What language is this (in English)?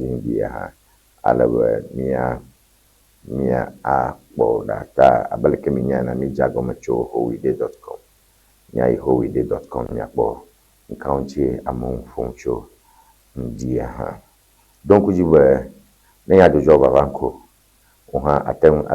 Ewe